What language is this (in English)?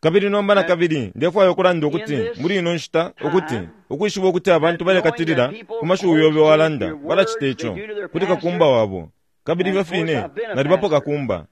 Bemba